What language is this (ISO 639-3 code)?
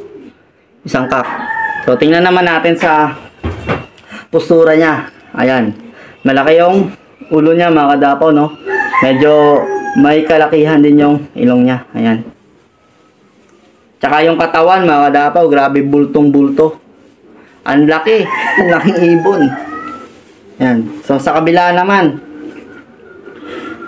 fil